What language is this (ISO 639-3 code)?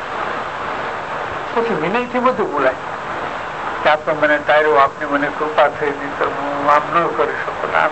guj